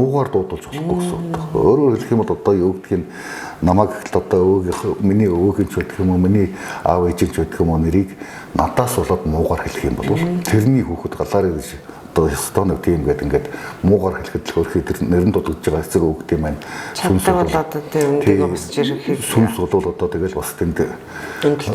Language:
Mongolian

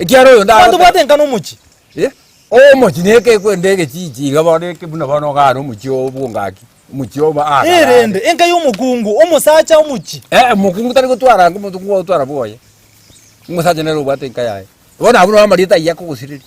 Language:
Gusii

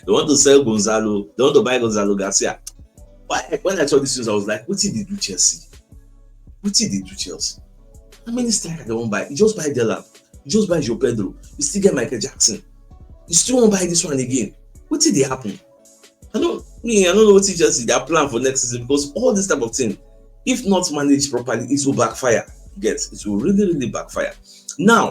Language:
Nigerian Pidgin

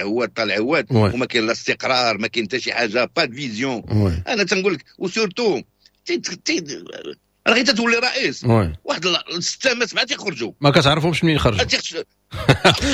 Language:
Moroccan Arabic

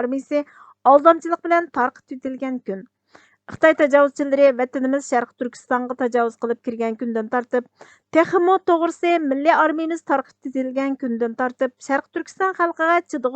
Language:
Uyghur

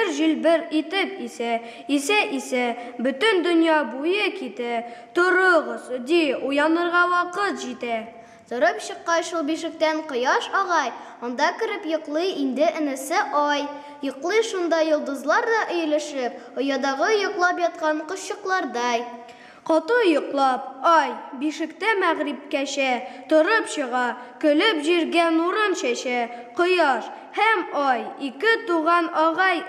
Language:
Tatar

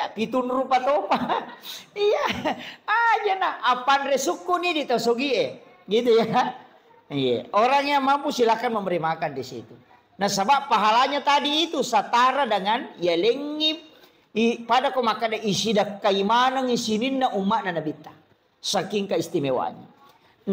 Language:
Buginese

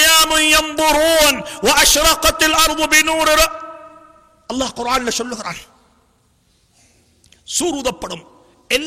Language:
Tamil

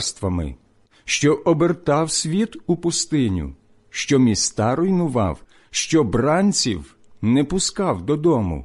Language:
Ukrainian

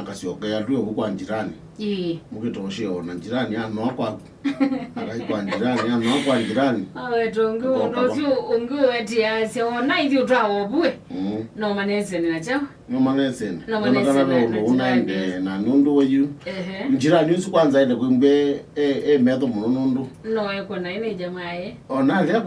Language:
Kamba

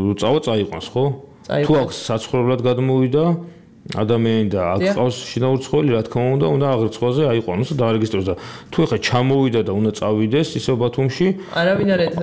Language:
Georgian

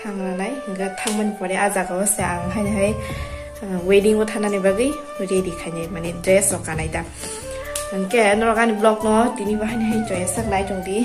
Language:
Kok Borok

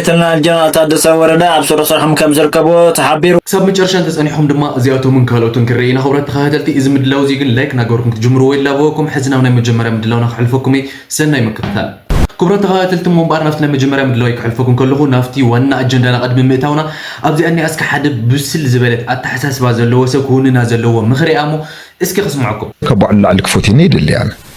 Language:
Tigrinya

